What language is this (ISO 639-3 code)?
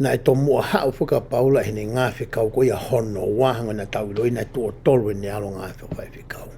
ton